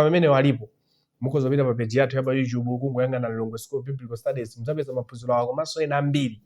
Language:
Nyanja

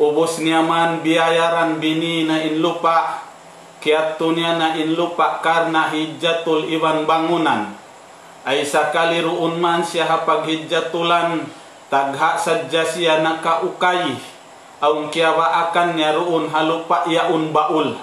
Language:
Tausug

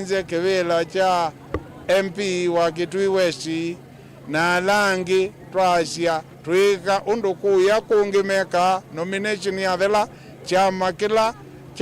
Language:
Kamba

